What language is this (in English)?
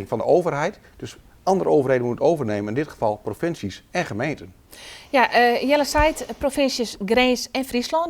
Western Frisian